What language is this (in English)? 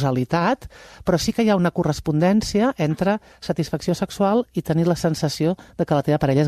Catalan